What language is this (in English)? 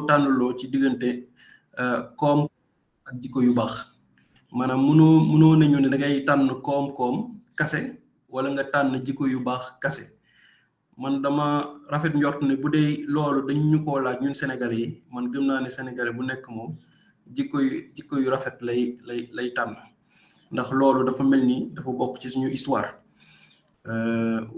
Wolof